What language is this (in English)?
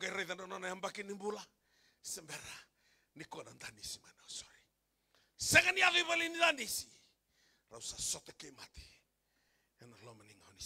Fijian